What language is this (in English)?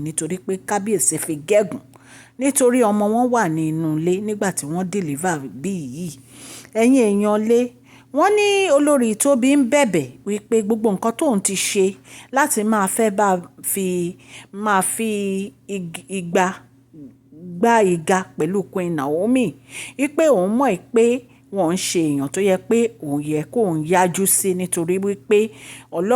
Yoruba